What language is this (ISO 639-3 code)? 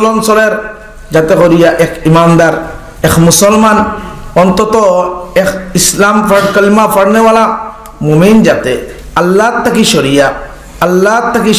syl